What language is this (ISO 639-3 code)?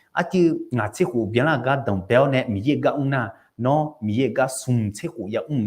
ahk